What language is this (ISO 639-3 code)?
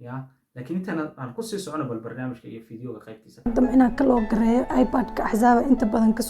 som